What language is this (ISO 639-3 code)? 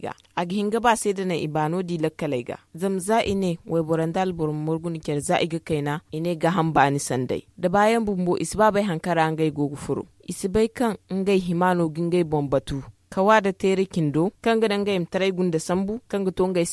dje